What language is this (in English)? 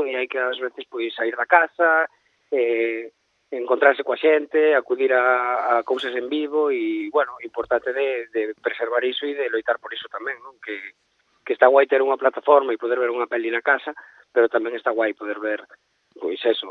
Galician